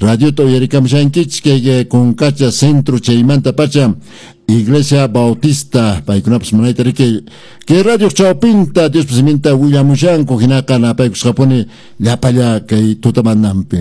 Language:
Quechua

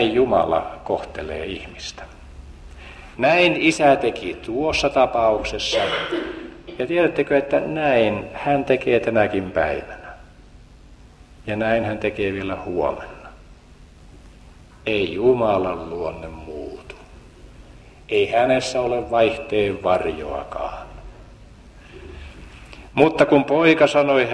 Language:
Finnish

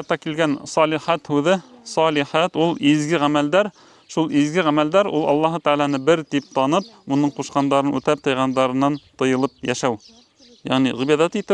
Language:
Bashkir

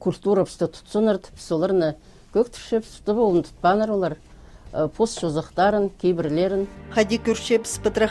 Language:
Khakas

